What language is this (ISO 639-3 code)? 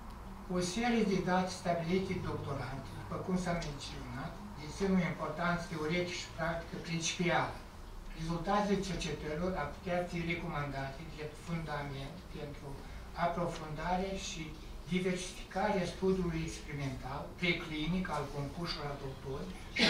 ron